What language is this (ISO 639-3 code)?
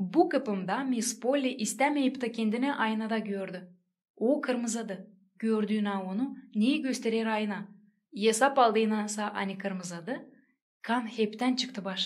gag